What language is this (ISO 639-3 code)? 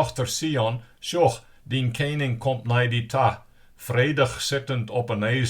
fry